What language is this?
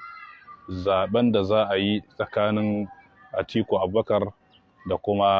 Hausa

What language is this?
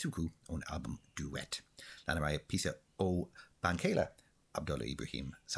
Irish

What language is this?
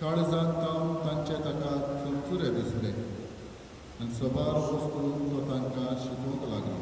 Konkani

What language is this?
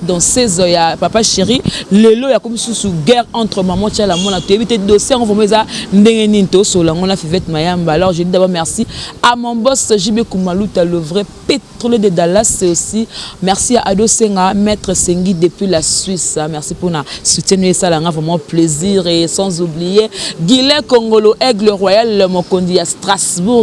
Lingala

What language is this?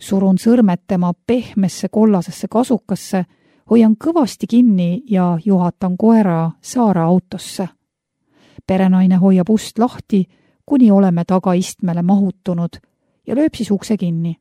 Estonian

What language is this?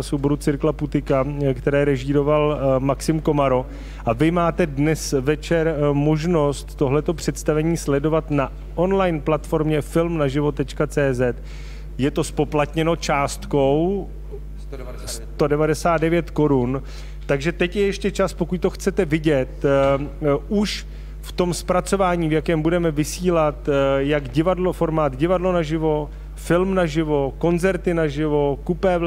Czech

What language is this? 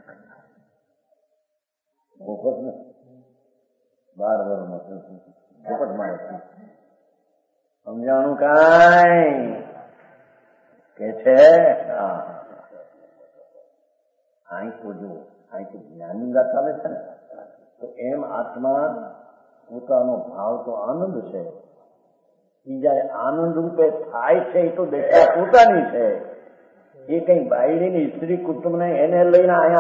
Gujarati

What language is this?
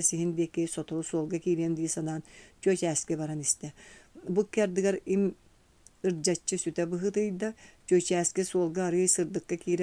Yakut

